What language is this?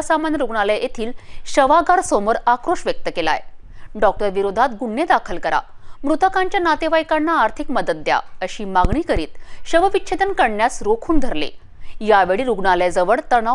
Marathi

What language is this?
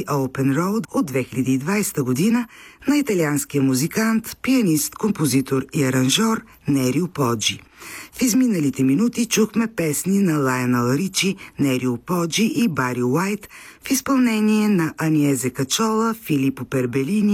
Bulgarian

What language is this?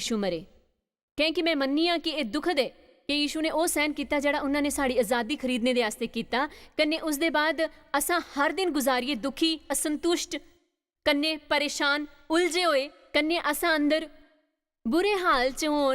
Dogri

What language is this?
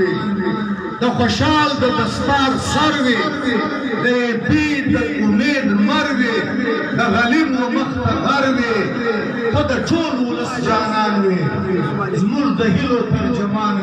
Pashto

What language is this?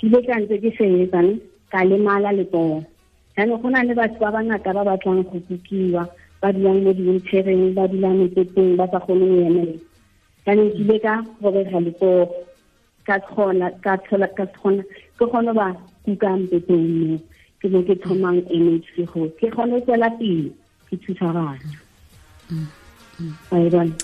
Tswana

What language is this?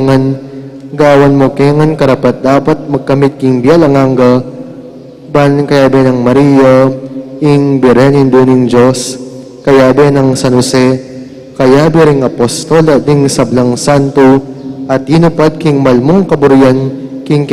Pampanga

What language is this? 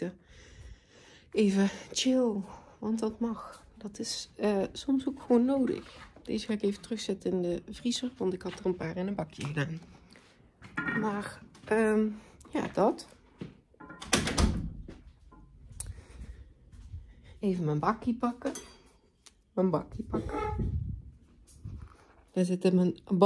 Dutch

